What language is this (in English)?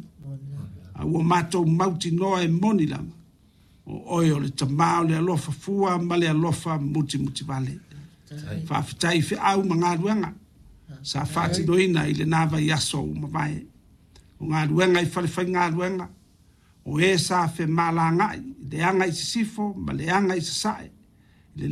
Samoan